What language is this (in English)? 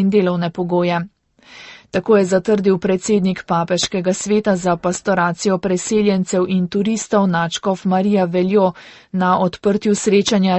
Slovenian